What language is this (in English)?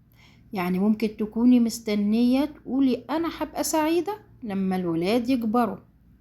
Egyptian Arabic